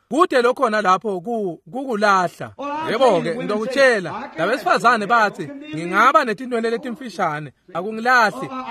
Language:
Swati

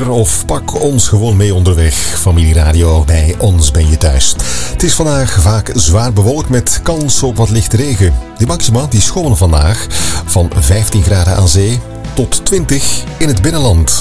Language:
Dutch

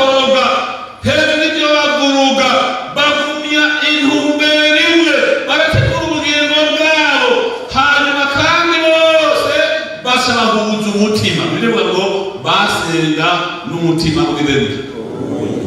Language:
Rundi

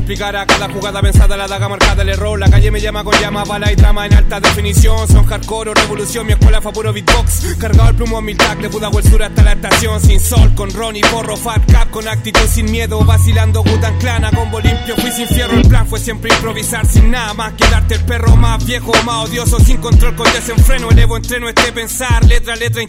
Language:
Spanish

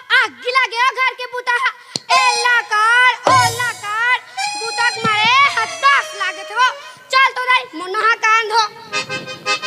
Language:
Chhattisgarhi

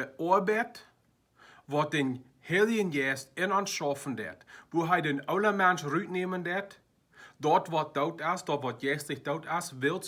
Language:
Plautdietsch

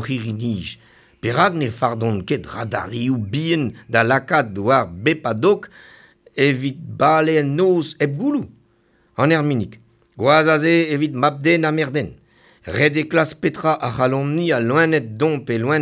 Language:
Breton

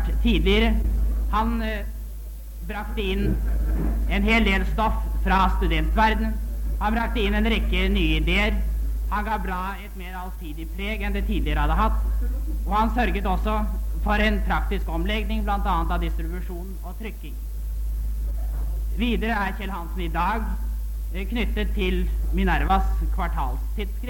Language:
Norwegian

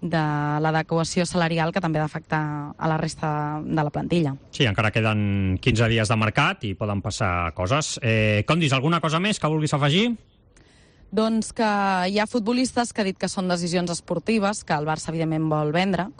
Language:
Catalan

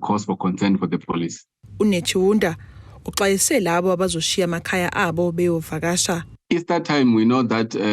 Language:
Zulu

